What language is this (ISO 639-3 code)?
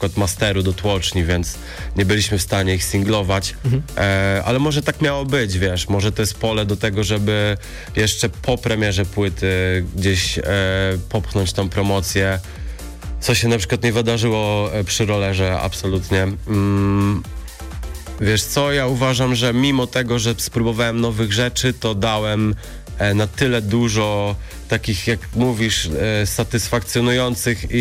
pol